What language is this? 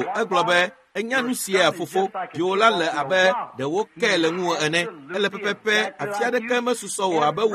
Ewe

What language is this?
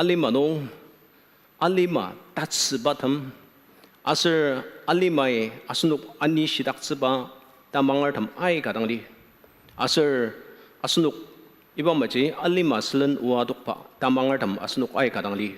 Ao Naga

